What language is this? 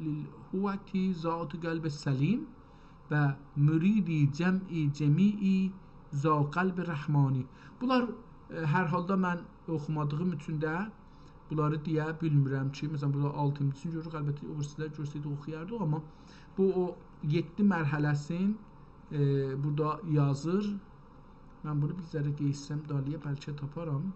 South Azerbaijani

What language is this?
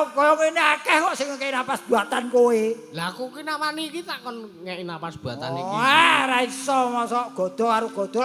Javanese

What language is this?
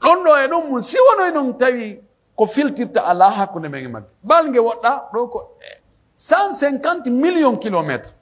Pular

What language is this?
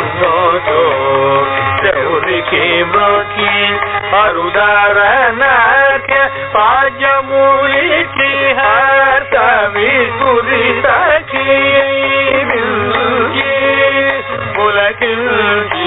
Telugu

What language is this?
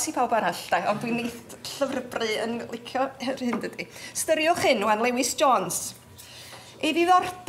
Welsh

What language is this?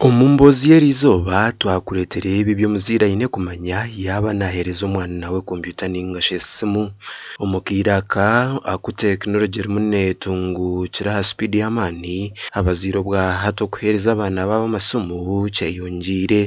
Nyankole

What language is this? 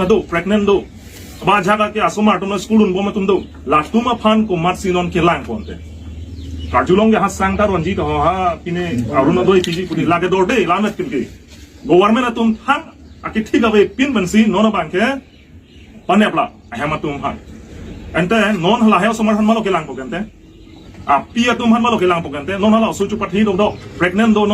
Karbi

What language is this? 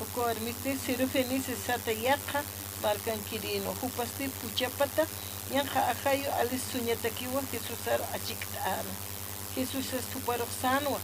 Aymara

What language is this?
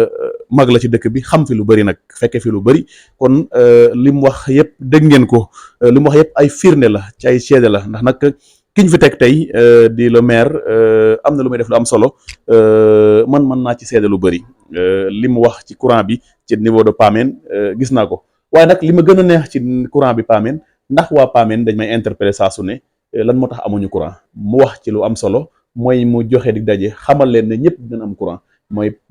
Wolof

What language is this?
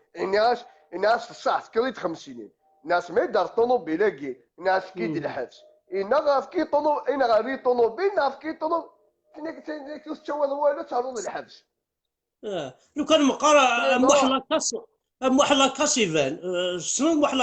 Kabyle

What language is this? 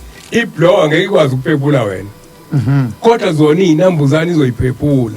Zulu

